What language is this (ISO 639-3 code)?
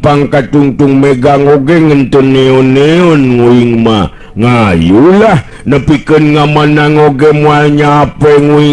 sun